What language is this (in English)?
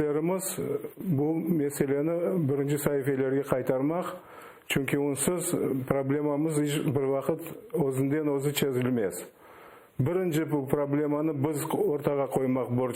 Crimean Tatar